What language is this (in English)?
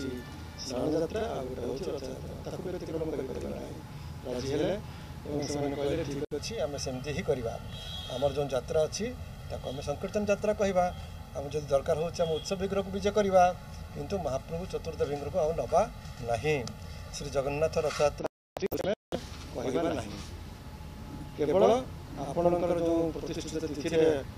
Odia